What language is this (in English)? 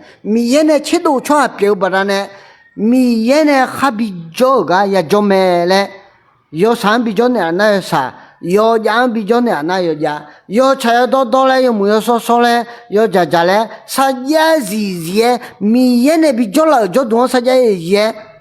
Akha